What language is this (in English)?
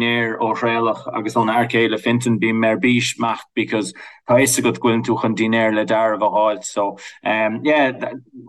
Irish